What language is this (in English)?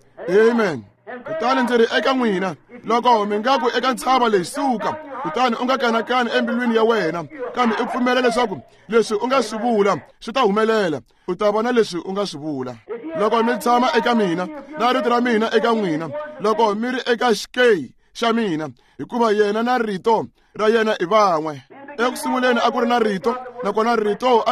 Tsonga